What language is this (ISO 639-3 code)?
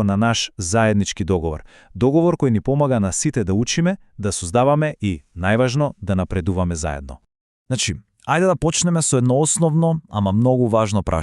mkd